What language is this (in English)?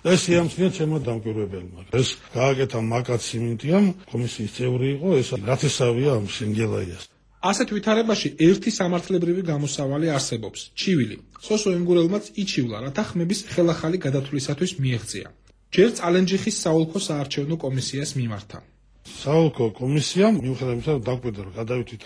Georgian